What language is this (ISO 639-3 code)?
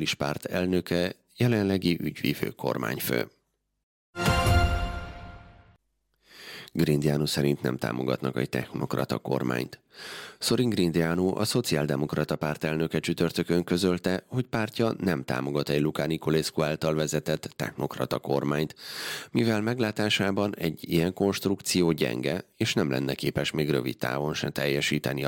hun